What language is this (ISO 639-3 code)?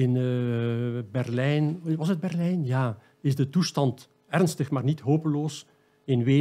nld